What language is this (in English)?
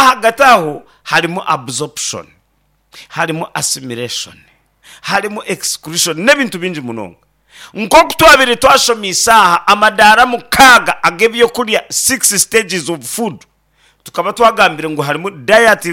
Nyankole